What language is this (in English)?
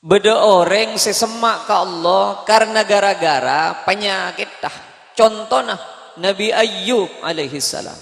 Madurese